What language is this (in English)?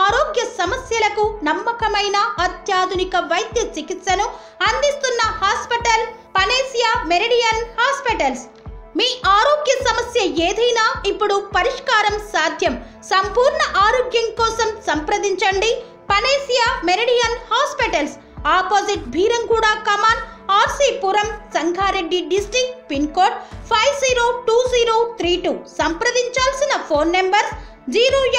Telugu